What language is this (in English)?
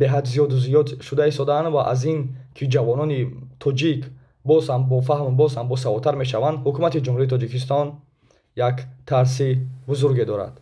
Tajik